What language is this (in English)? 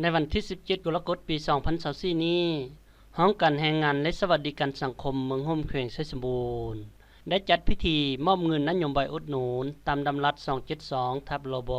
Lao